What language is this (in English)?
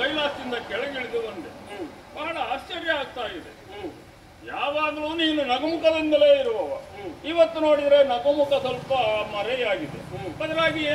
Kannada